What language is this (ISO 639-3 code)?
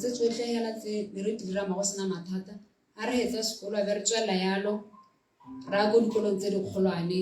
tsn